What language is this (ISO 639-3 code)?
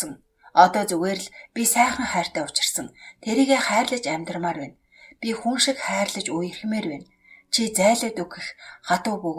mon